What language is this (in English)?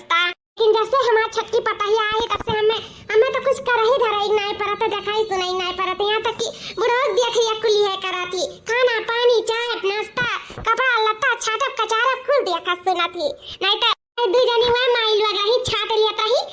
Awadhi